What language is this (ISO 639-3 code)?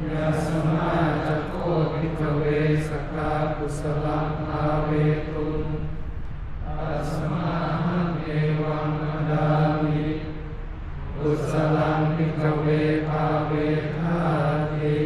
pli